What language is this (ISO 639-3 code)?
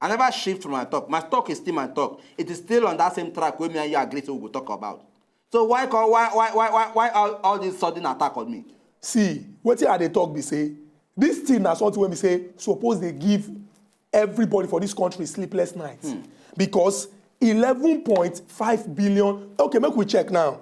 pcm